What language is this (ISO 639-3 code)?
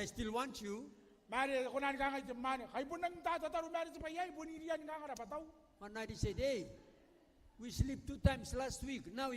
gil